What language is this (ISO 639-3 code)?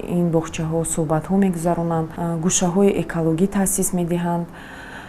tgk